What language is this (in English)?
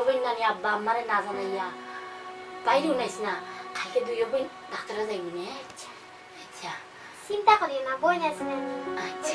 Sylheti